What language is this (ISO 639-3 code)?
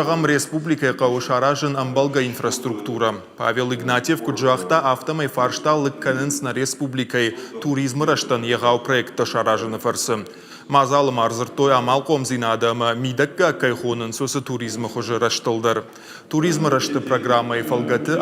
oss